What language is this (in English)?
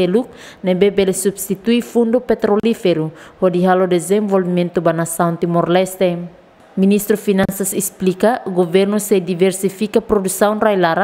Tetum